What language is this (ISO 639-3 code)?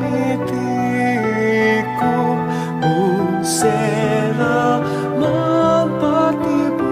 pam